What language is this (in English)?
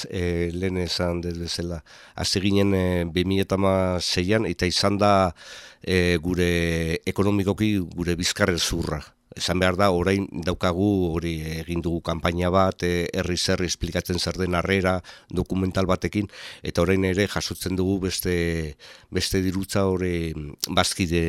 Basque